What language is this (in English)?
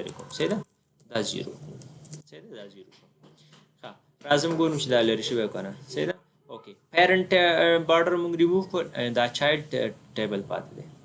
Pashto